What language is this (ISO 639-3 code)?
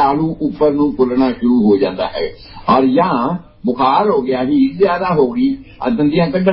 pan